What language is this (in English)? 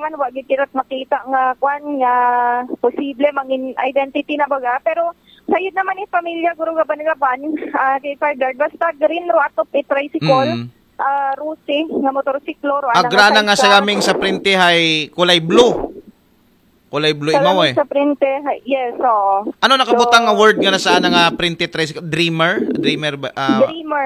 Aklanon